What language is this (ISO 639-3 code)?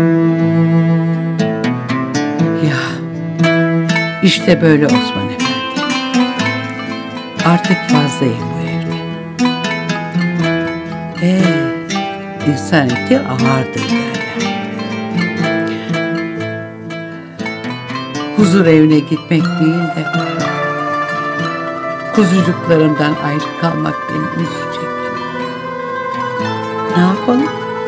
tur